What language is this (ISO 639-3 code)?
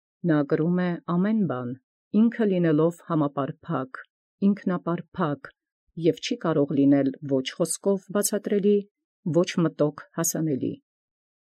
hye